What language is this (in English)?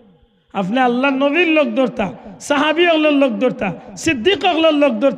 Sylheti